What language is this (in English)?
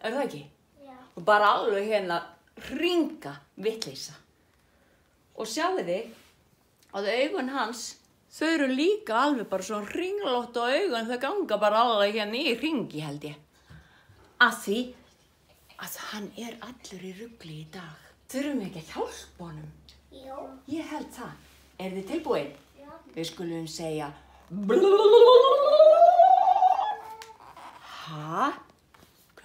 Icelandic